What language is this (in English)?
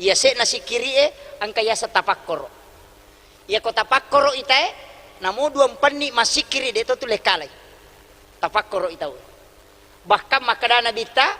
Buginese